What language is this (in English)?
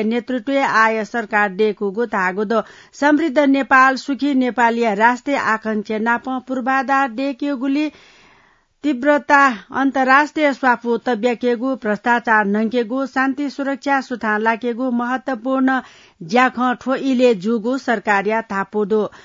Newari